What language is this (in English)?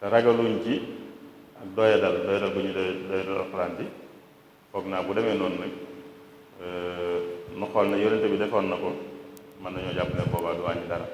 Wolof